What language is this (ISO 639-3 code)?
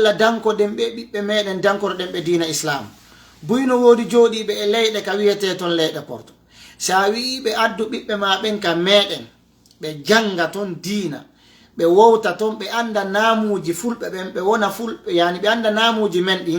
ful